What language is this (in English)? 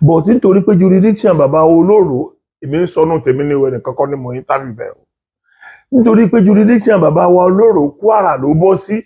Yoruba